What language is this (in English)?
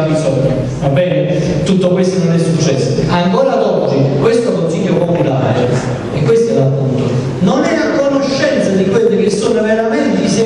Italian